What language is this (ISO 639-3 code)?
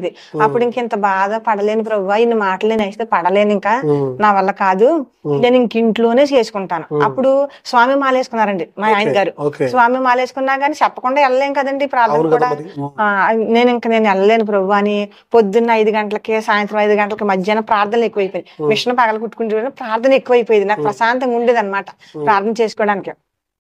tel